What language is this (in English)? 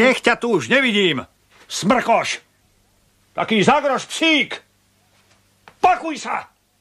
Slovak